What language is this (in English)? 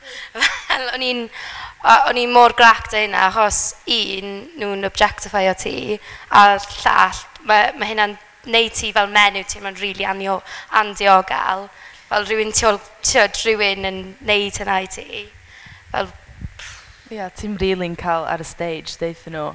Welsh